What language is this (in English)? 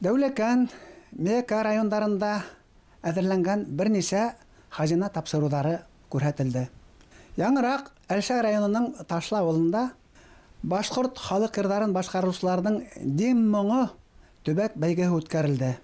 Bashkir